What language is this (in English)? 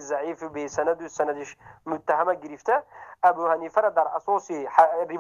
Tajik